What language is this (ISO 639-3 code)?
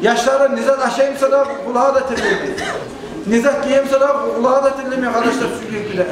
kum